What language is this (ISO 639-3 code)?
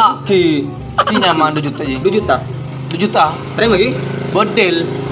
mad